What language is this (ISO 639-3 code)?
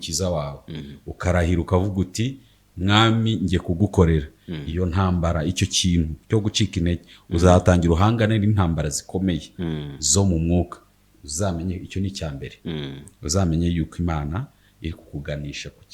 kin